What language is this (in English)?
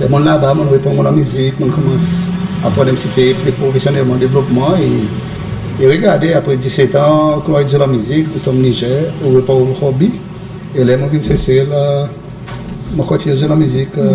Seselwa Creole French